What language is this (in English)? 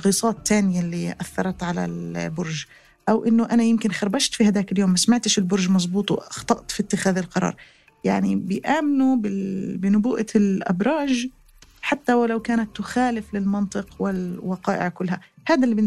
North Levantine Arabic